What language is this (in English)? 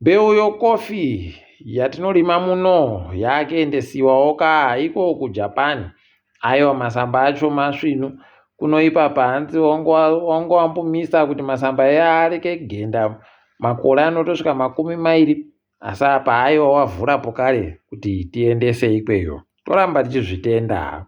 Ndau